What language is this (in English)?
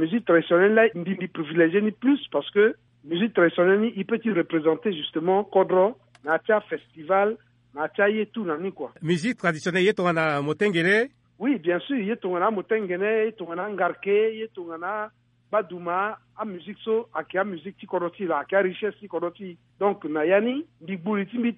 Sango